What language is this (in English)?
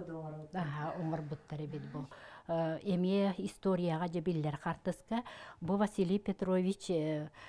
Yakut